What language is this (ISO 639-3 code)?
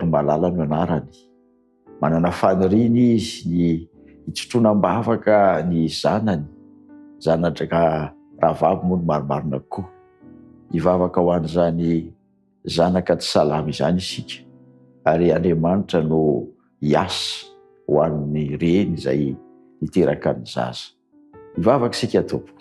mlg